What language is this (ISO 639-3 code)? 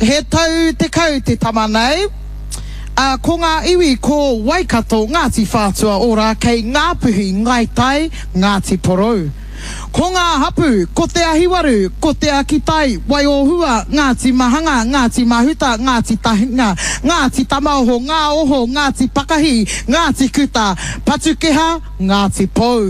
mri